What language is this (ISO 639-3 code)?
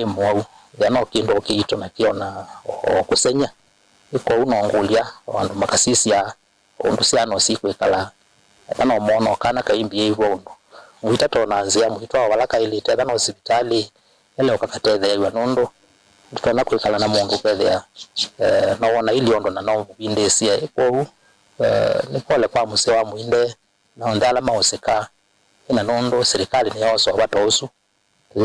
kam